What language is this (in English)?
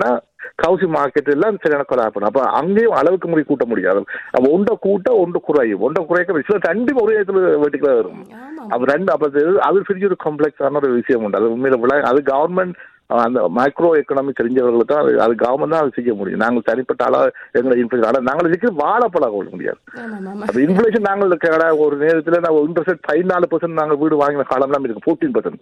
Tamil